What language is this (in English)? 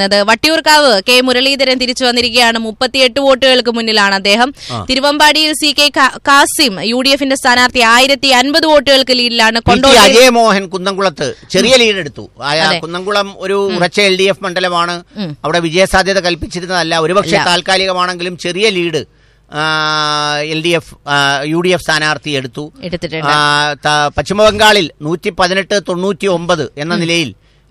Malayalam